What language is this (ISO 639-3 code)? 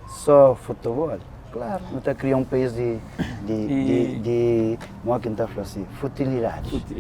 kea